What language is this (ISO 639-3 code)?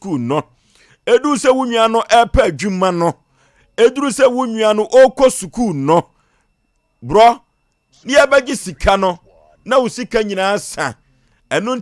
aka